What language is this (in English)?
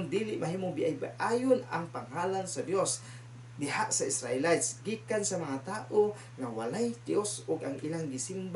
Cebuano